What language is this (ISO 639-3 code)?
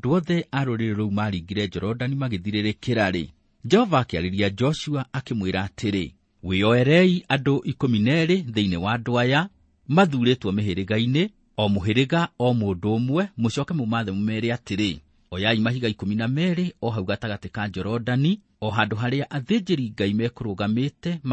kik